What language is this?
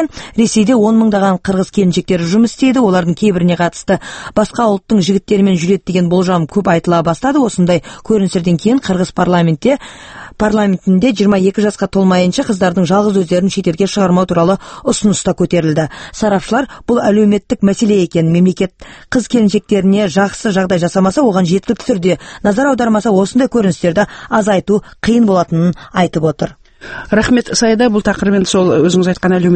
Kazakh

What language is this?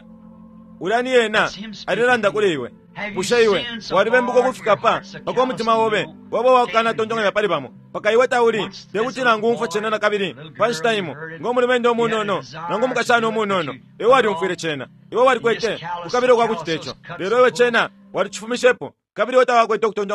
Bemba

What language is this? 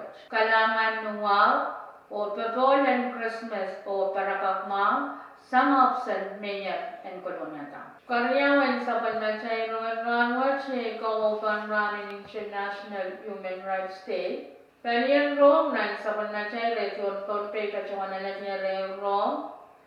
Pohnpeian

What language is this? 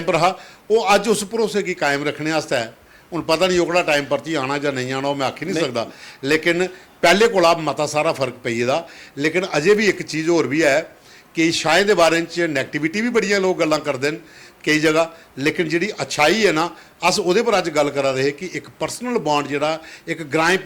Dogri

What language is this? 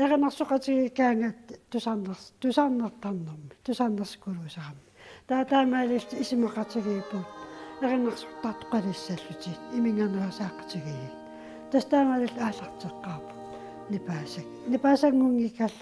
Kalaallisut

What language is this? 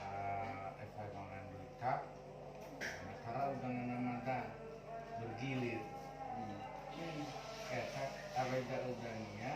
Nias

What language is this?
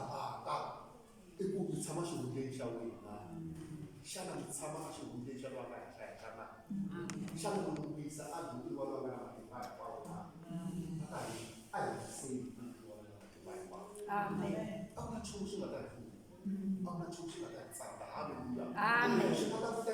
Tsonga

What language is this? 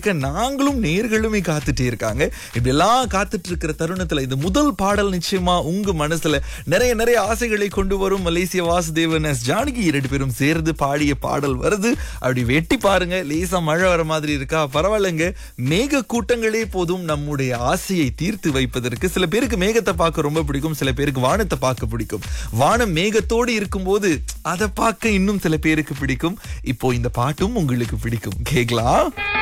Tamil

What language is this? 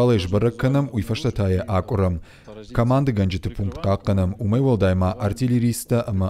Ossetic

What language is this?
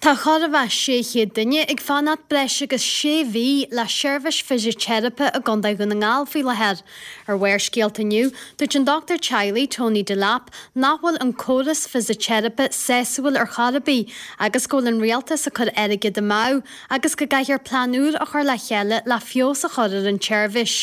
Irish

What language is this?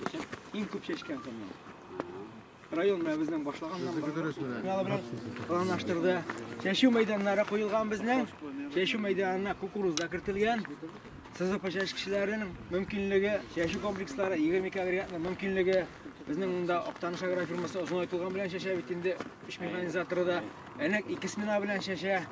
Tatar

